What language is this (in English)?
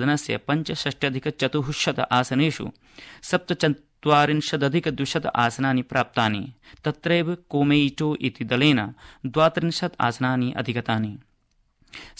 Sanskrit